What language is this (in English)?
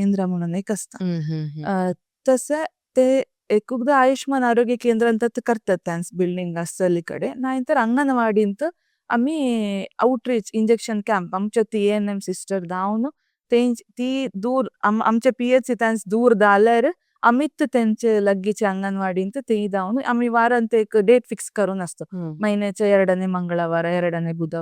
Konkani